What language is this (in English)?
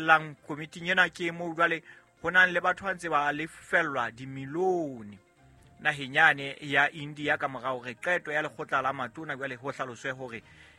Southern Sotho